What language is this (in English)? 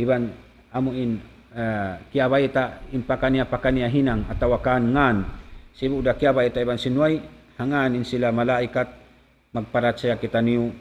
Tausug